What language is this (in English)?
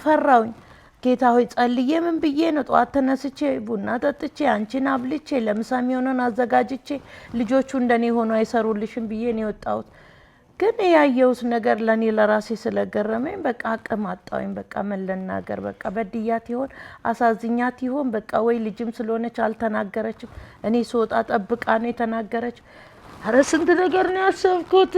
Amharic